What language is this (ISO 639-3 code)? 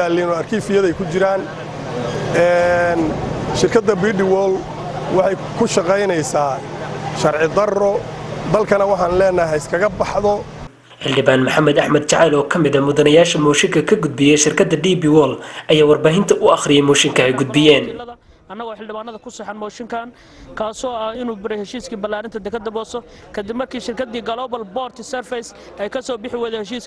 som